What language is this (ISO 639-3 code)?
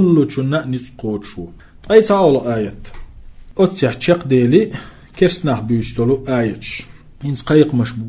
che